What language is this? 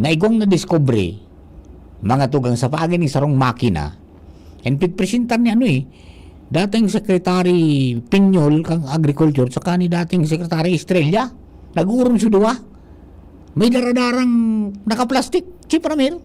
Bikol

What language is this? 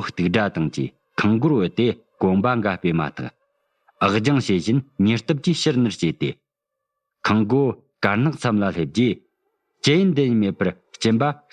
Tibetan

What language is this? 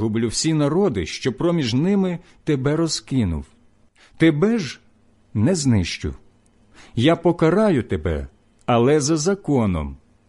Ukrainian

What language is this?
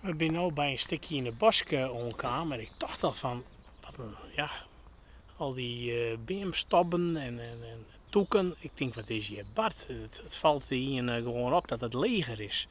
Western Frisian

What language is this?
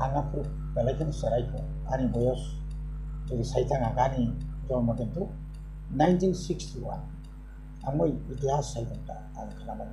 Kok Borok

